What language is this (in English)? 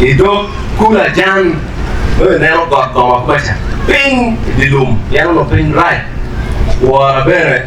Acoli